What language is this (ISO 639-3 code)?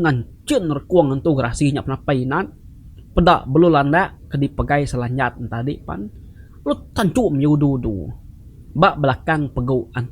iba